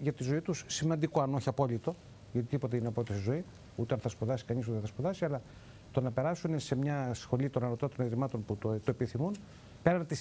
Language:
Greek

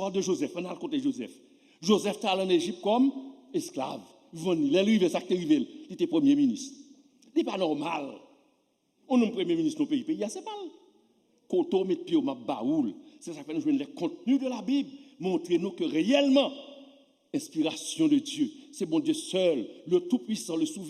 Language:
Haitian Creole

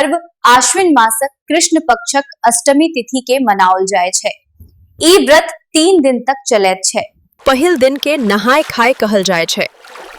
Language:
Maithili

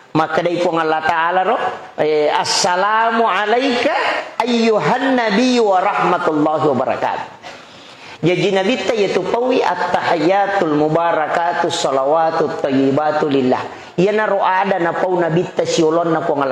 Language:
Buginese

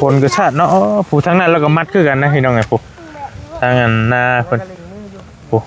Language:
Northeastern Thai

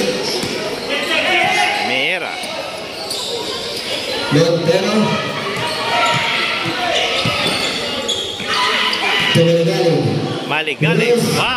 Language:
Filipino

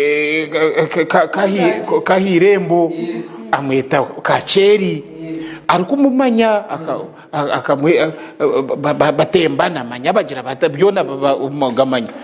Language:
Nyankole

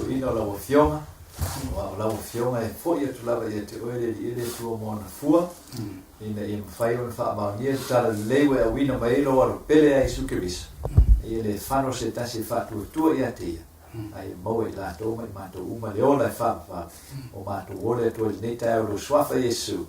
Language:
Samoan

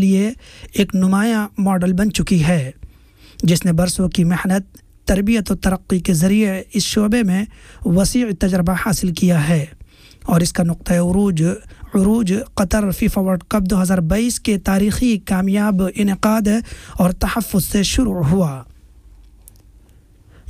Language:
Urdu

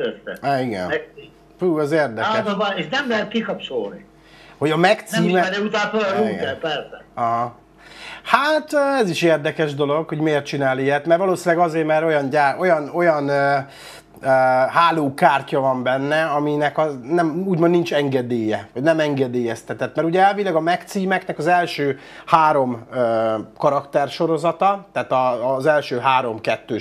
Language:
Hungarian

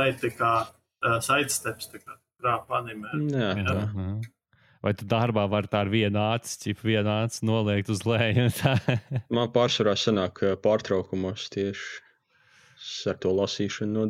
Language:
Latvian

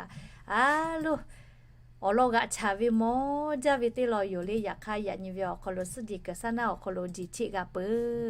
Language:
Lahu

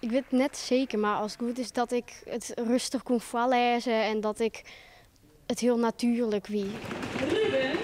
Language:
Western Frisian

